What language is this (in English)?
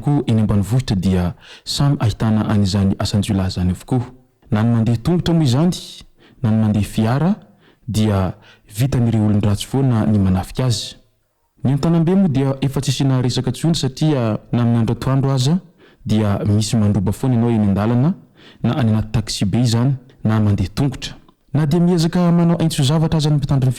Malagasy